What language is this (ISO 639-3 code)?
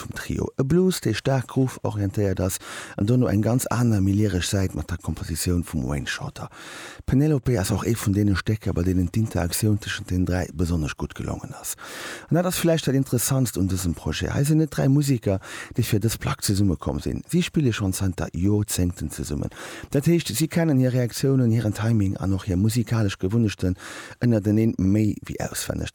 ltz